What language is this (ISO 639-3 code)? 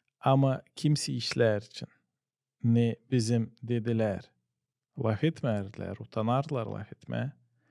gag